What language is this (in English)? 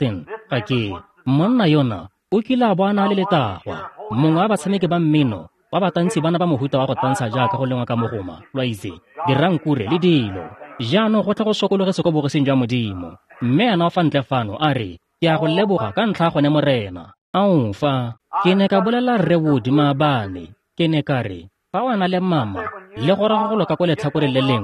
Tswana